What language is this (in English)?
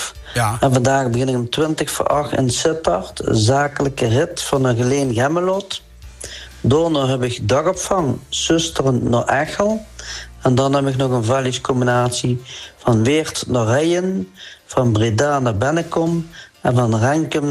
Dutch